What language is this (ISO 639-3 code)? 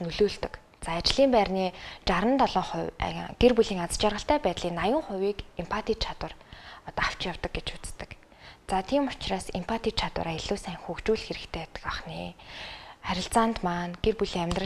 mon